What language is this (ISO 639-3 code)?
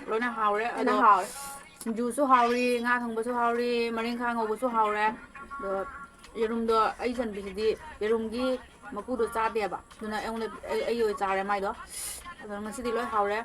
mni